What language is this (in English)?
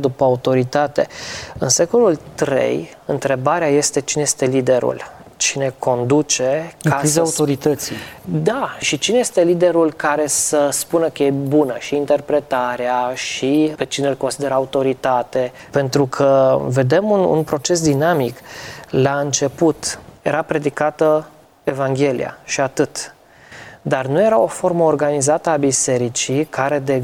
Romanian